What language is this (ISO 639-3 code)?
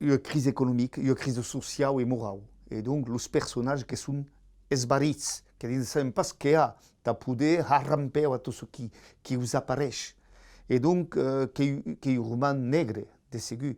oci